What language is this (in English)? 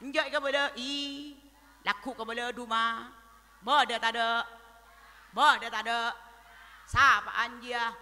Madurese